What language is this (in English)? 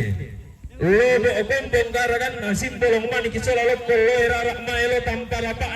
Toraja-Sa'dan